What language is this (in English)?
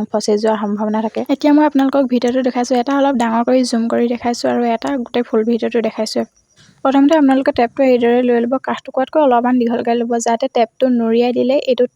Assamese